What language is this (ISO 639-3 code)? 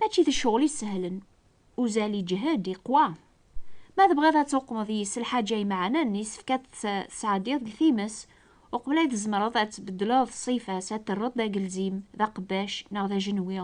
kab